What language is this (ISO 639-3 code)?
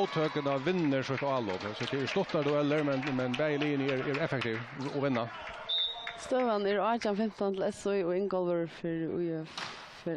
fao